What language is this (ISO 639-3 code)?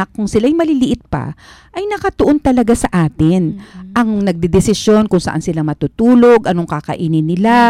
fil